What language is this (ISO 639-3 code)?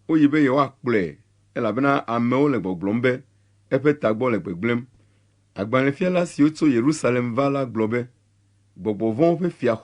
ewe